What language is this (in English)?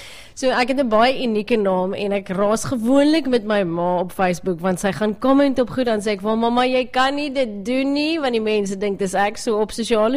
Afrikaans